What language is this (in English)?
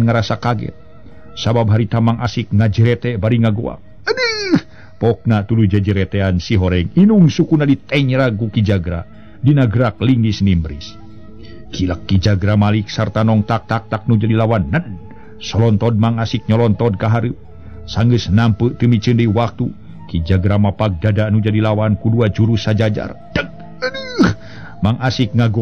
Sundanese